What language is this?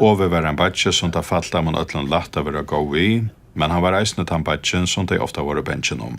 Faroese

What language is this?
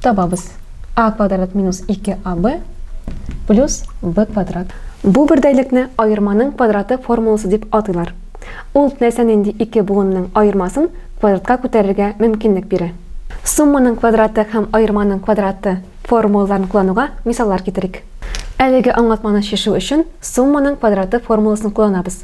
Tatar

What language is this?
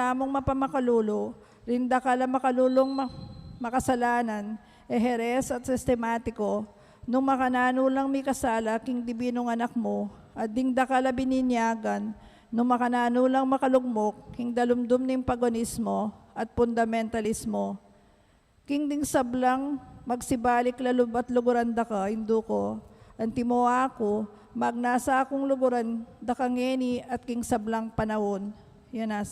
Pampanga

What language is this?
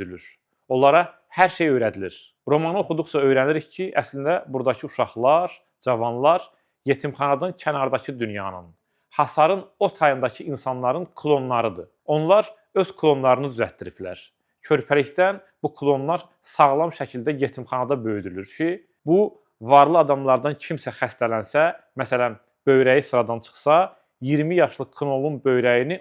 Azerbaijani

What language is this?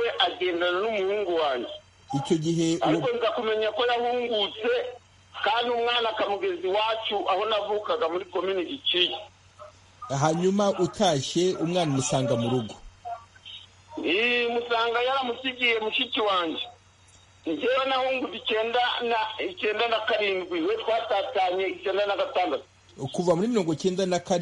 Kinyarwanda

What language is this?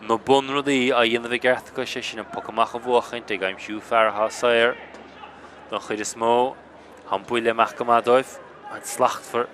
Irish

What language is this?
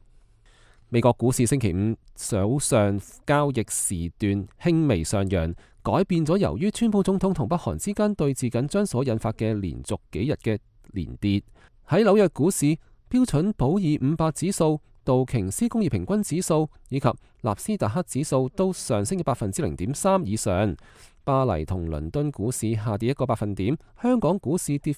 Cantonese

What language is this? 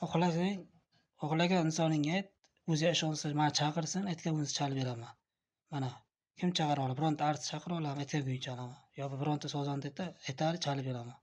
Uzbek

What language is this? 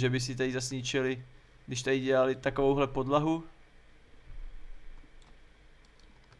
Czech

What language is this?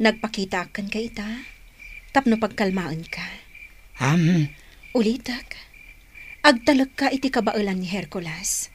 Iloko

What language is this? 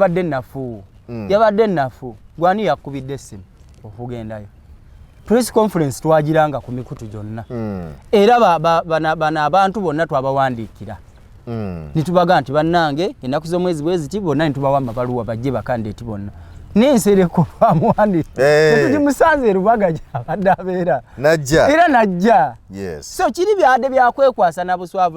Ganda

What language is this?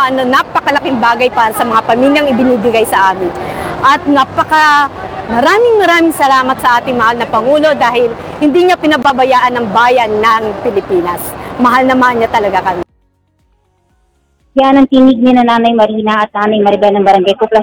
Filipino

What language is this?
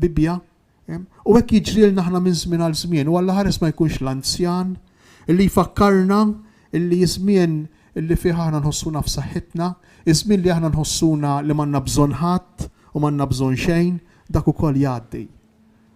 Maltese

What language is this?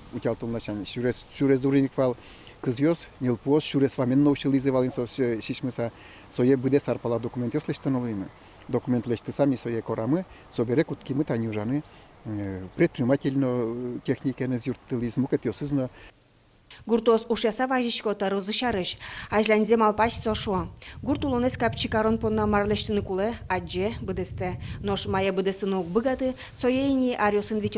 Udmurt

